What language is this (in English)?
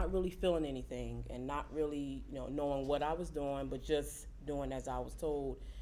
English